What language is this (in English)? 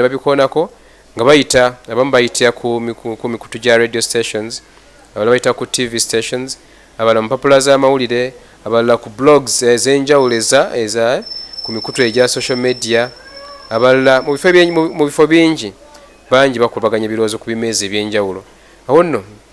Ganda